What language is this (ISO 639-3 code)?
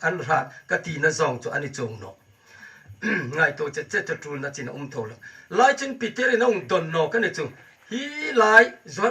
hmr